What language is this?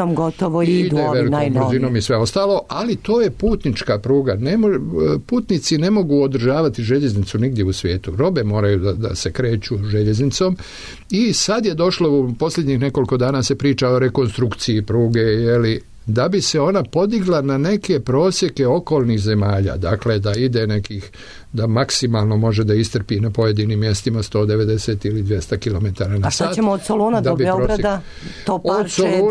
Serbian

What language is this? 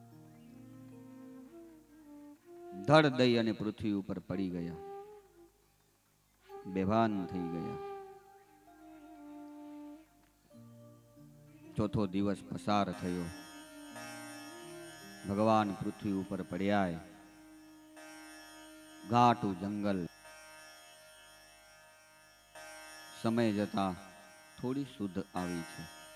Gujarati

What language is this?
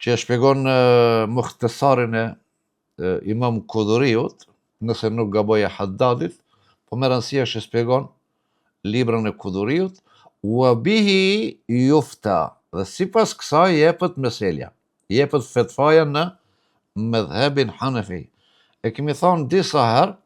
Albanian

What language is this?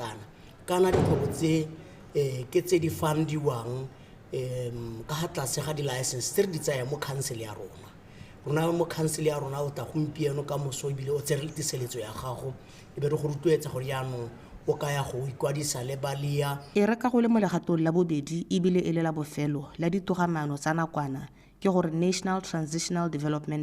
Tswana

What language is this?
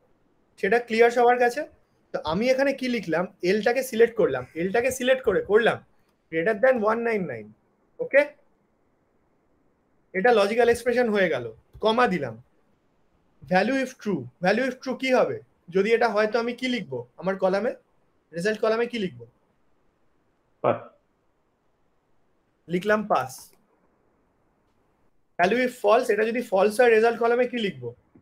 Bangla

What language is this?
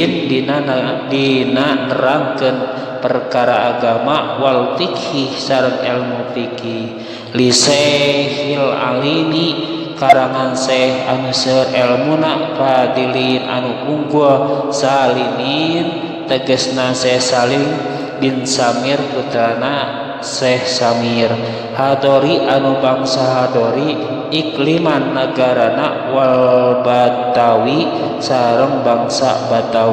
Sundanese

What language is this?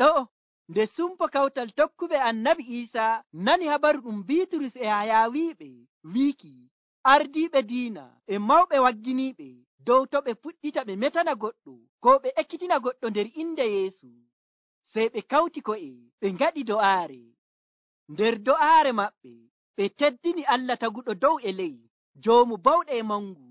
Nigerian Fulfulde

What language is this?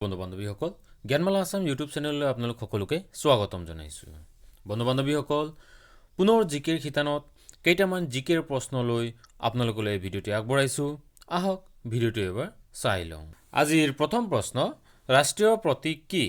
Assamese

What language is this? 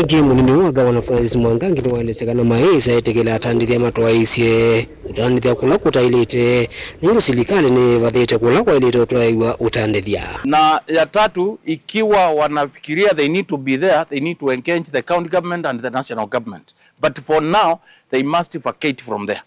Kamba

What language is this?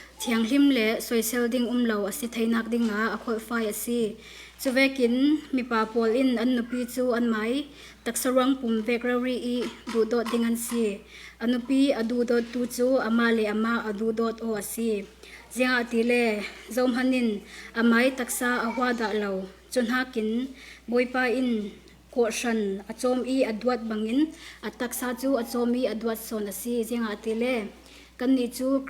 Falam Chin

